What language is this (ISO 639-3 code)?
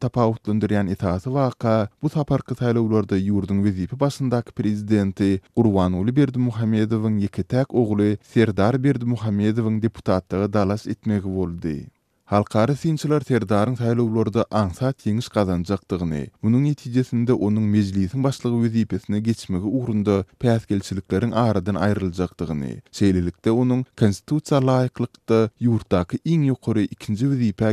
tuk